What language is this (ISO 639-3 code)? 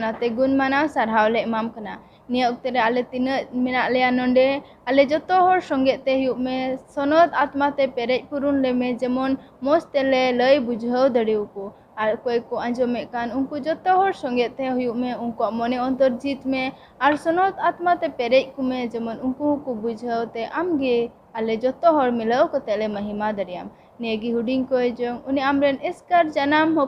sat